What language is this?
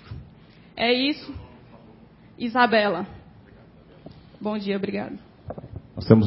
Portuguese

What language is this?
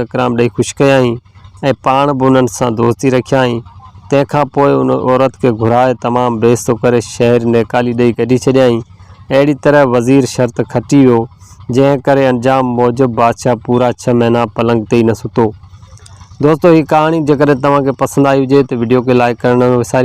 Sindhi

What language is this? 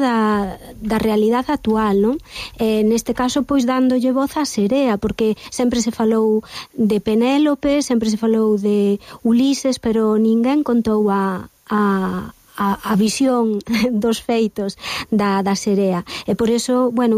Galician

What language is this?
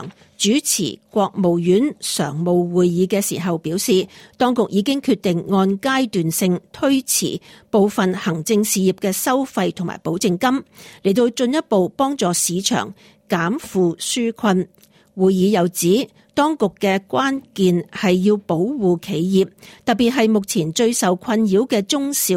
Cantonese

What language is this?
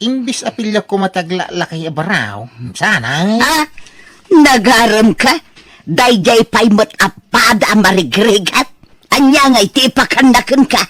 Iloko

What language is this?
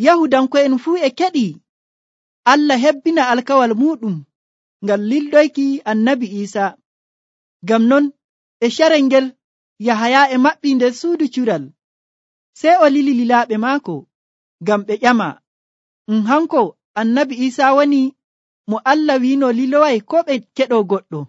Nigerian Fulfulde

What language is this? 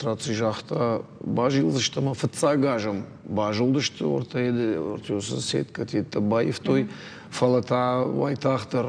Ossetic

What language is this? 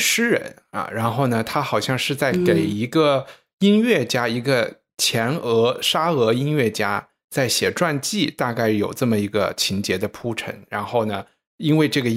Chinese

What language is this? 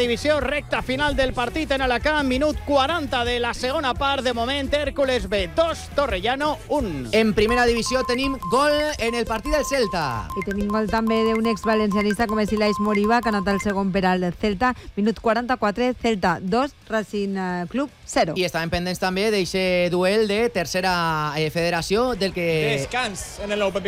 Catalan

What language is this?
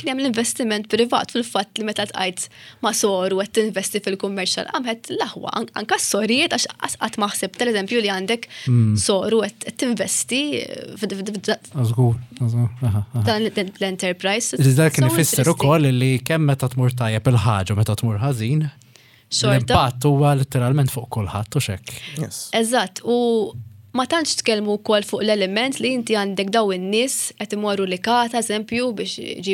Maltese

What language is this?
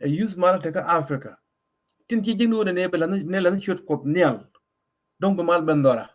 Nuer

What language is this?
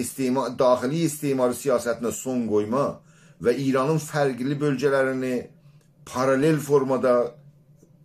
South Azerbaijani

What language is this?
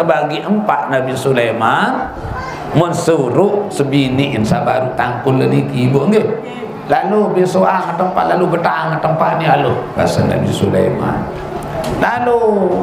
Sasak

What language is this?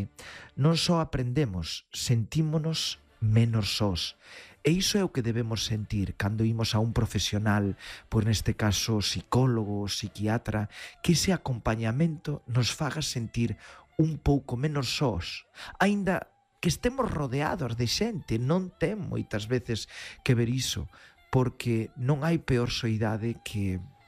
Galician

